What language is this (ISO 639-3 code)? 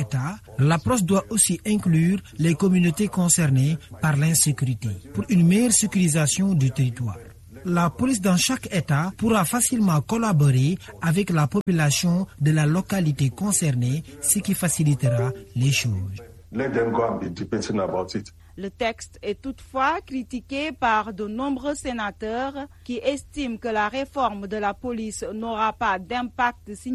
fra